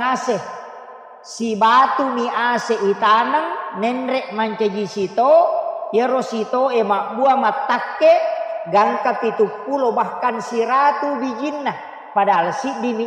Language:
Buginese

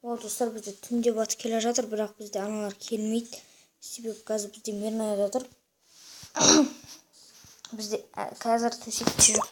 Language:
Kazakh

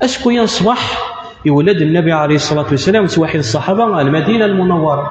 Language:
Kabyle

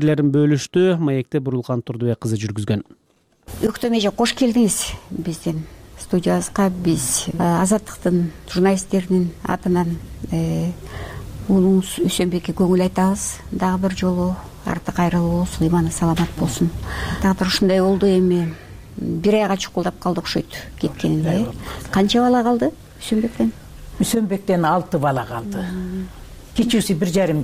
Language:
Kyrgyz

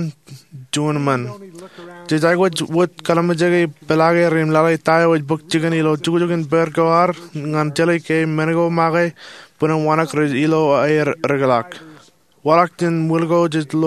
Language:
Marshallese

